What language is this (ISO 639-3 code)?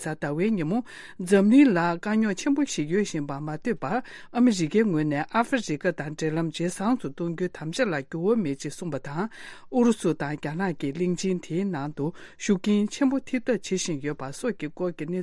bod